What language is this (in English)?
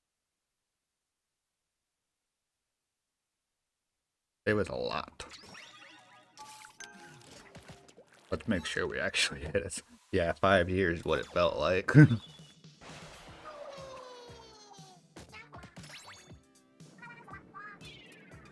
English